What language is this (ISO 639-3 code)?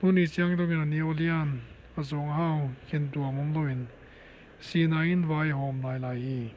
pck